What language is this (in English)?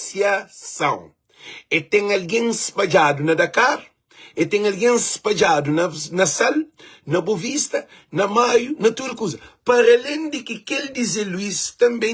Kabuverdianu